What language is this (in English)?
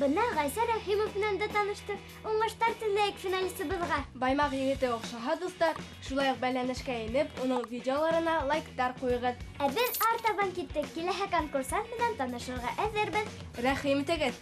Bashkir